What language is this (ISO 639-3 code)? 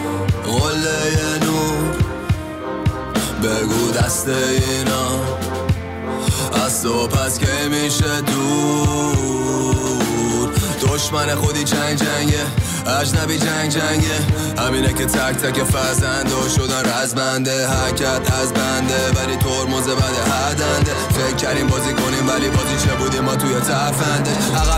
fas